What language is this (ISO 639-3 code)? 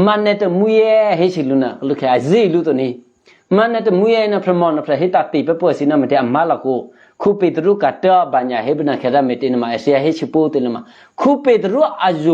eky